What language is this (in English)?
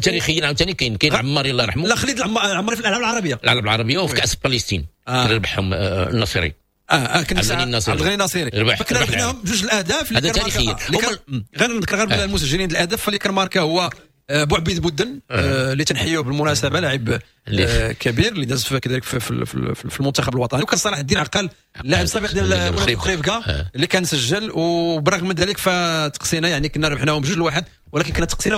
Moroccan Arabic